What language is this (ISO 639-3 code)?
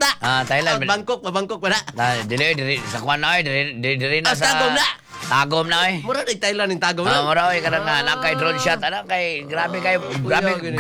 ceb